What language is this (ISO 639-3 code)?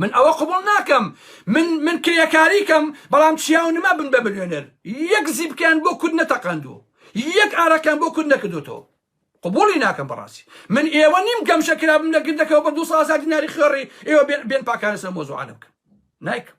ckb